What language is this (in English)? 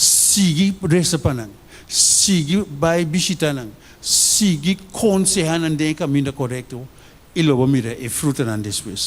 Papiamento